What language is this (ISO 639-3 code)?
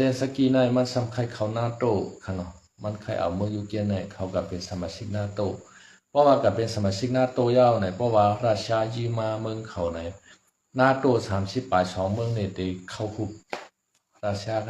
shn